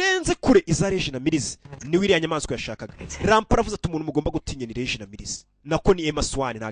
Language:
Kinyarwanda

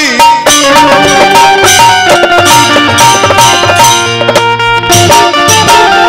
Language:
Bhojpuri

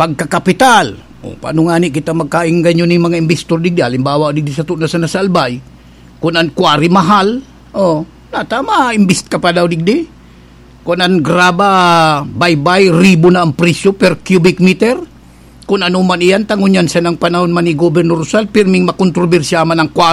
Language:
Bikol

